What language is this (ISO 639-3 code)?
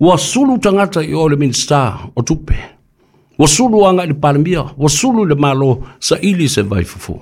smo